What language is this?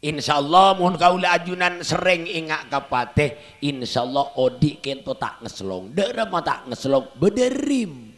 Madurese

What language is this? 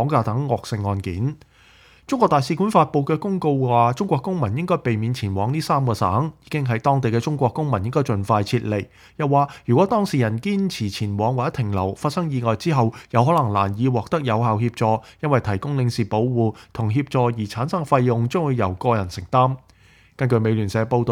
Cantonese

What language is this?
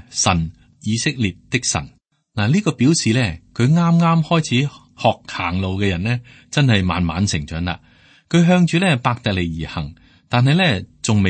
Cantonese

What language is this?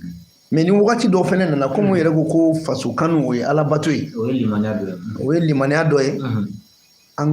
Bambara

